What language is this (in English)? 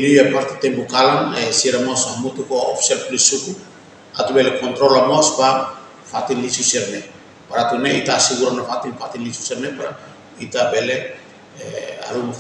Tetum